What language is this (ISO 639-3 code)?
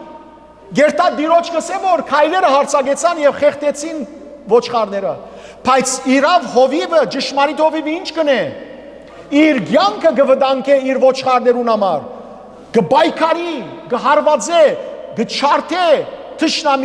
hyw